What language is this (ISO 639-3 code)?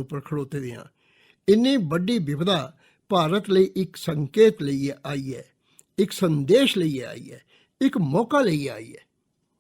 doi